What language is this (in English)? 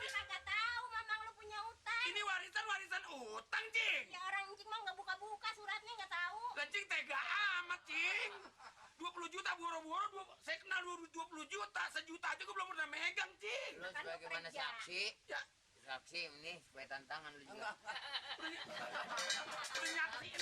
Betawi